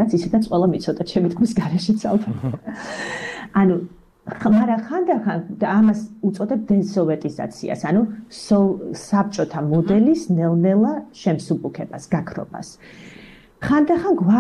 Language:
Georgian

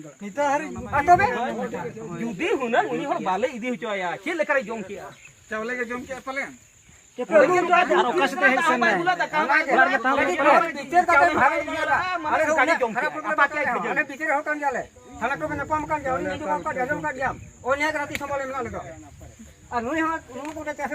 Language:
Santali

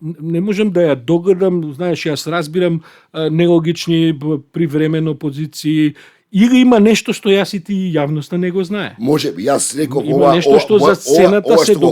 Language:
Macedonian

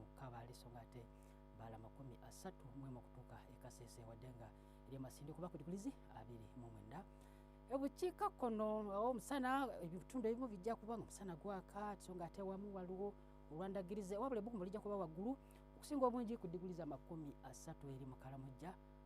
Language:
Ganda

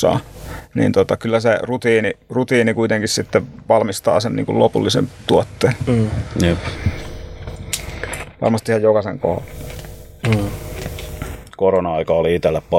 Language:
Finnish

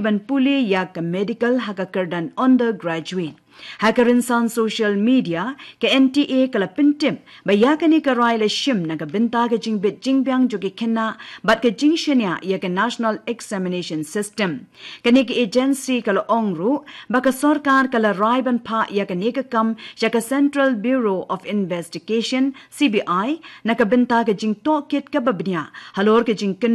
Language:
Khasi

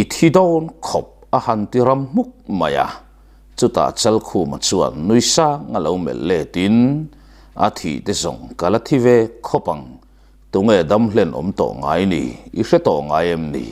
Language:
Mizo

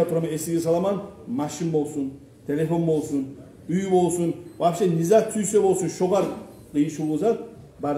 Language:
Kumyk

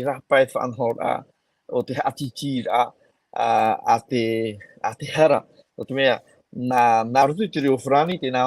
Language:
Tahitian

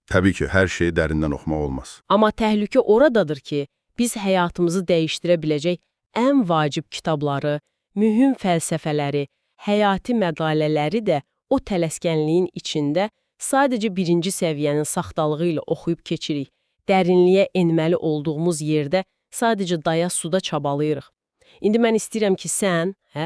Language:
Azerbaijani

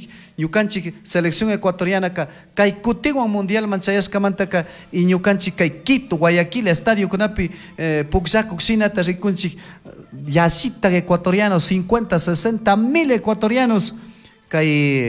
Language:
Chimborazo Highland Quichua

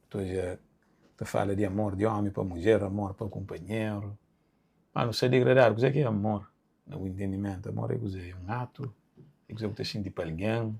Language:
Kabuverdianu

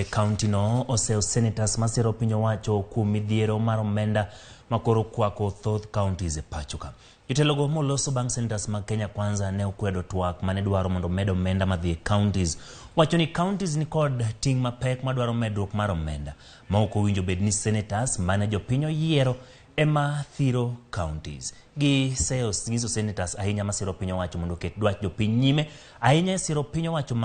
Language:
Luo (Kenya and Tanzania)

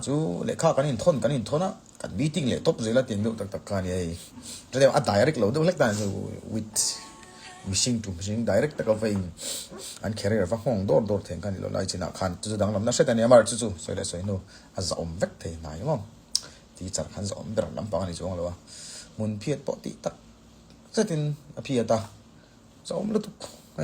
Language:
Hmar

